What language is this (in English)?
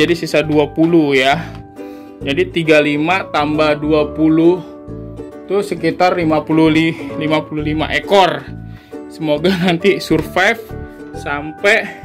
Indonesian